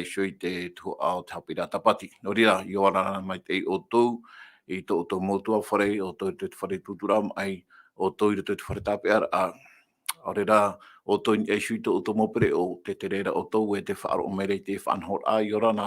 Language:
Tahitian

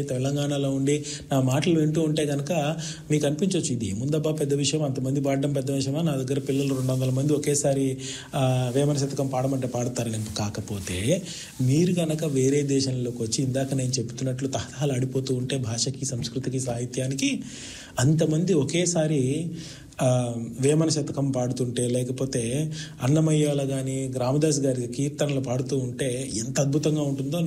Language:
Telugu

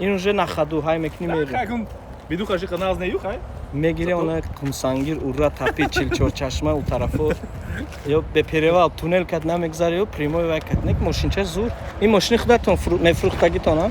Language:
Tajik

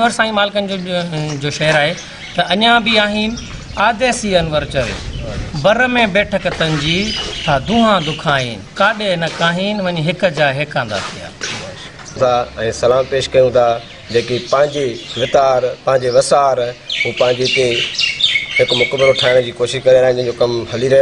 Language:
Sindhi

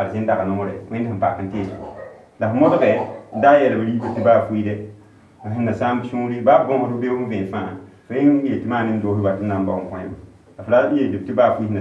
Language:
Mossi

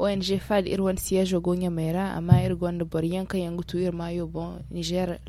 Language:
Zarma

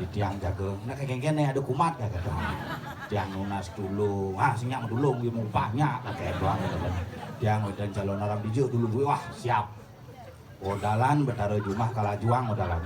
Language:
Balinese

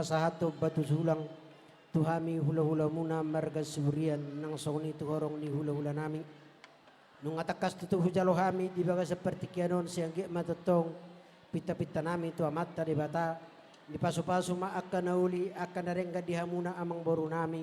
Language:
Batak Toba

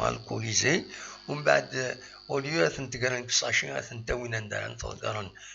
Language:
Kabyle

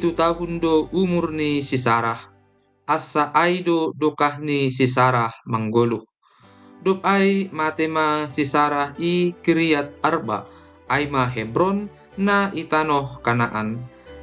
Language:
Batak Simalungun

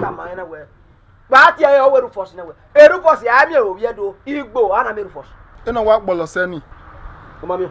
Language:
Bini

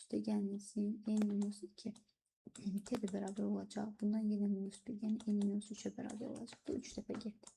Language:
Azerbaijani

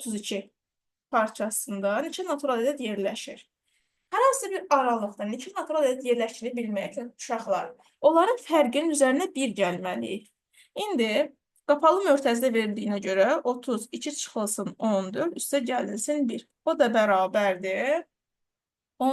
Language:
Azerbaijani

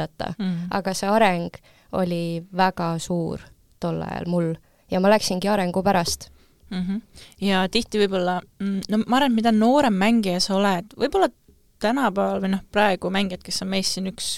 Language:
Estonian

